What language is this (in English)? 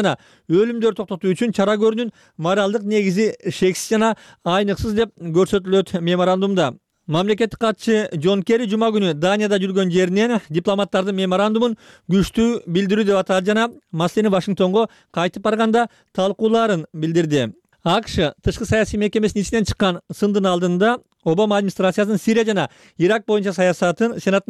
Kyrgyz